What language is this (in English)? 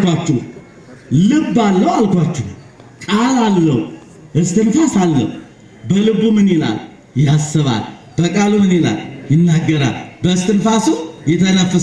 Amharic